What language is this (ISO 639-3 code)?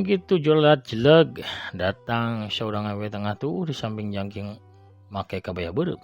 sun